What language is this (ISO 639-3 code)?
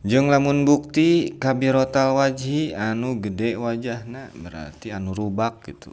sun